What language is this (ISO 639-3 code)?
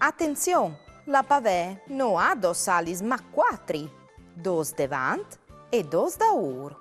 fur